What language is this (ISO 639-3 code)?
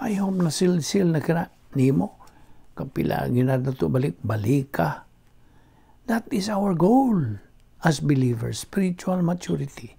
ceb